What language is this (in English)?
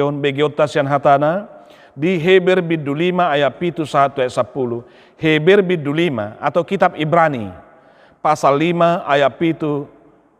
Batak Toba